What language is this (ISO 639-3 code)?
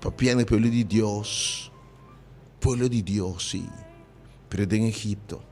pap